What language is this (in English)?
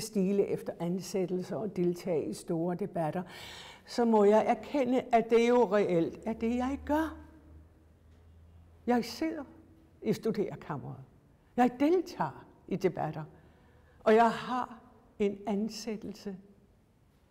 Danish